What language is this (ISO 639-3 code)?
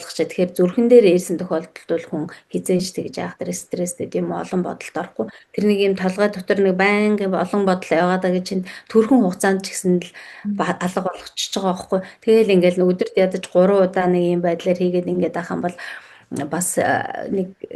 mon